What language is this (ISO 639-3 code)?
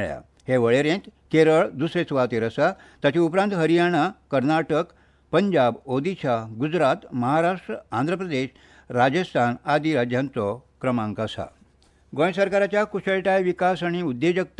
kok